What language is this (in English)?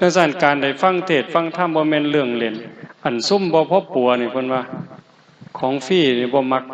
Northeastern Thai